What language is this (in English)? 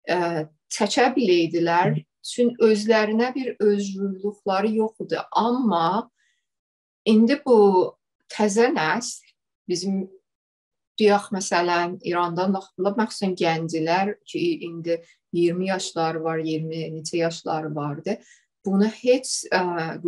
South Azerbaijani